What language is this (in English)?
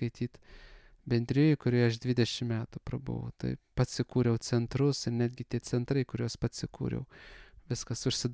Lithuanian